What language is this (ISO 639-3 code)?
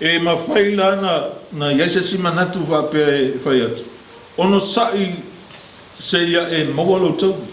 smo